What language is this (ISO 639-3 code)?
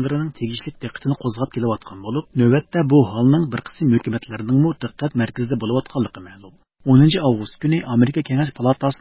uig